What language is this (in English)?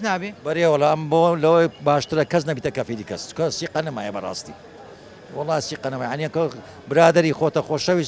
Central Kurdish